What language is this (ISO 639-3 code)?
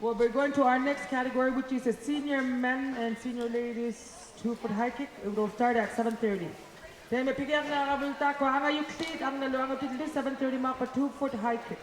kal